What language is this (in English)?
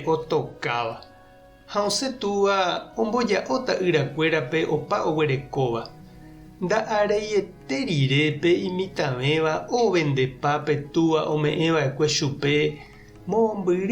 Guarani